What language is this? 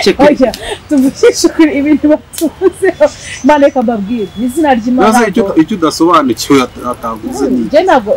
Kinyarwanda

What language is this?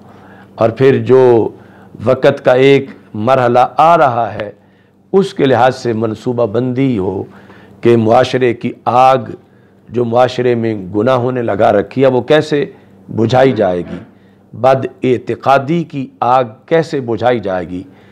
Urdu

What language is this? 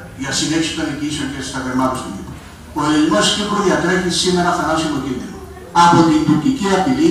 Greek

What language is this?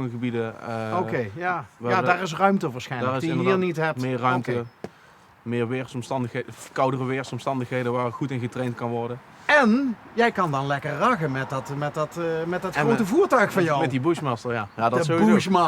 Limburgish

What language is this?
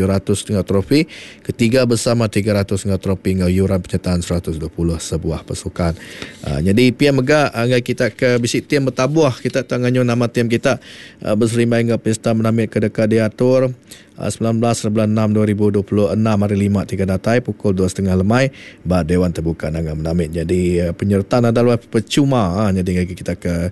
Iban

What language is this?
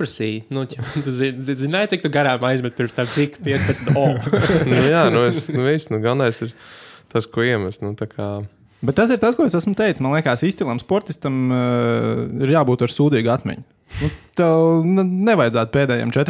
Latvian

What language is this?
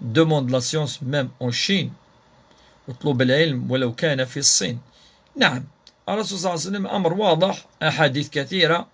Kabyle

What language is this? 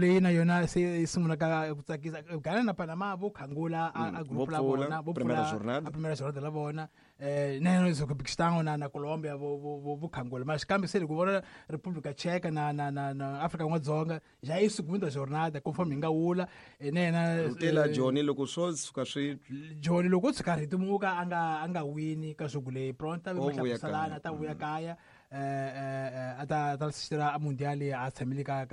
Tsonga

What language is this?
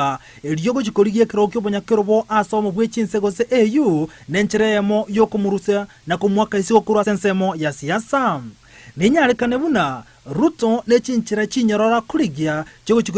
Gusii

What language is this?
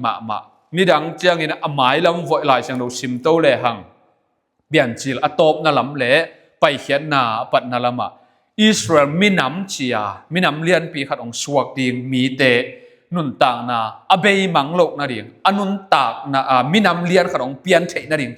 Tedim Chin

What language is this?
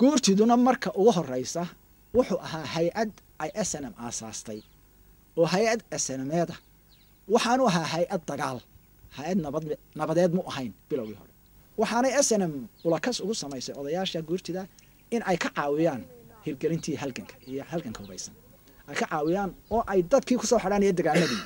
Somali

